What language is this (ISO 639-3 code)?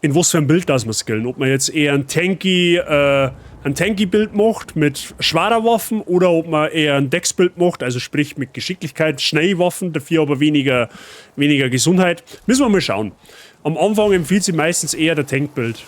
bar